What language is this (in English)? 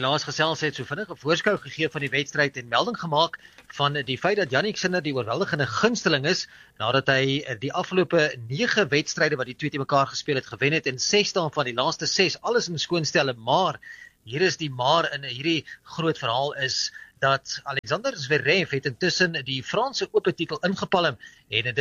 Afrikaans